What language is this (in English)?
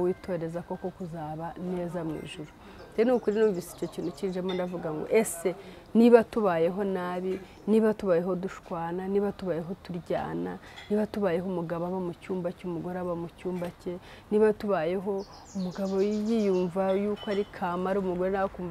Kinyarwanda